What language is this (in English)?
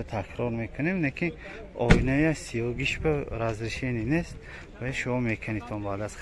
Tajik